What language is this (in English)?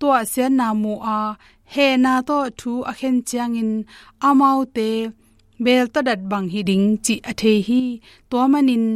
Tedim Chin